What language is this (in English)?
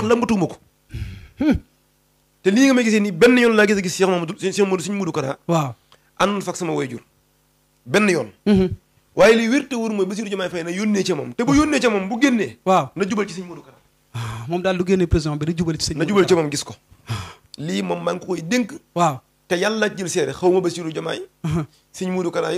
Wolof